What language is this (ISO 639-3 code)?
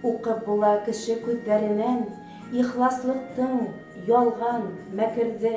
bak